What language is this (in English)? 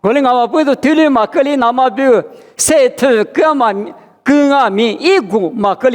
Lisu